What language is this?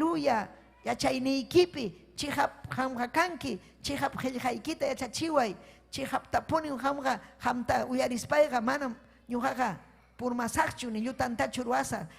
Ayacucho Quechua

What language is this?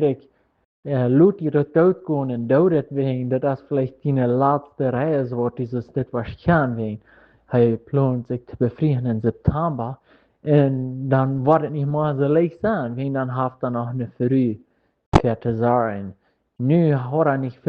Plautdietsch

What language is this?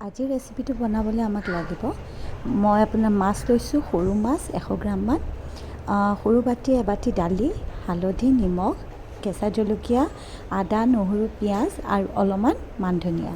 Assamese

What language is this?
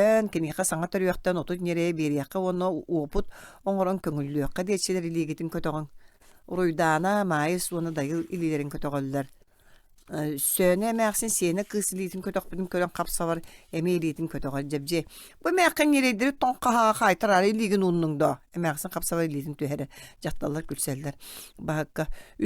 Yakut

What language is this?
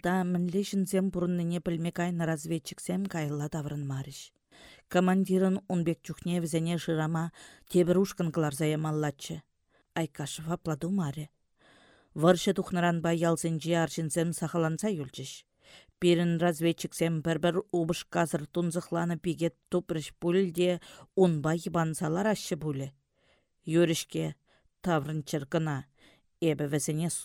Chuvash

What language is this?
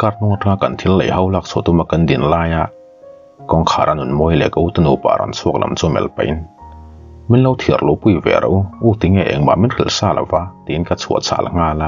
Mizo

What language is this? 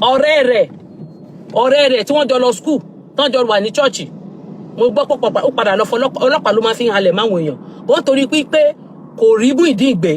Yoruba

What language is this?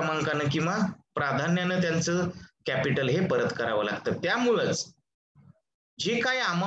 Marathi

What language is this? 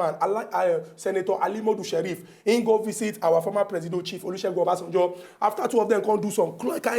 Nigerian Pidgin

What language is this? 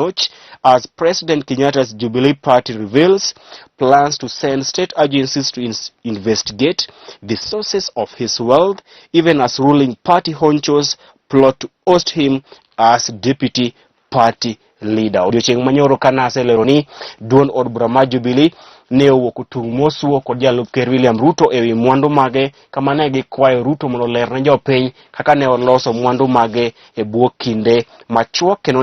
Luo (Kenya and Tanzania)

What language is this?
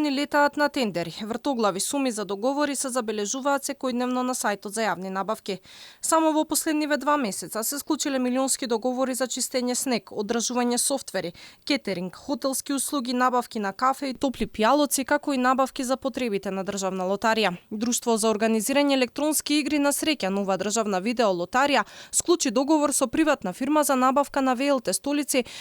Macedonian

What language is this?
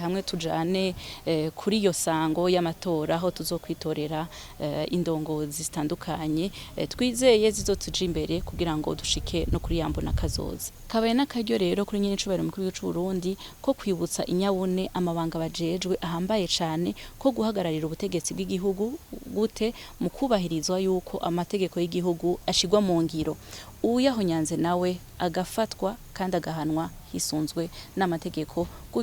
Rundi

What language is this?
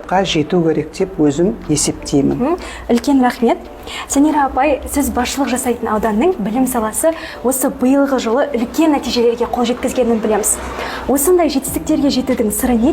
Kazakh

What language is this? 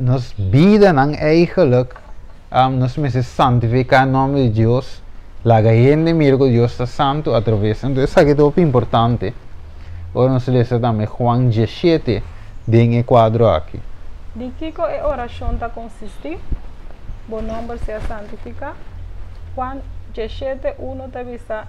Papiamento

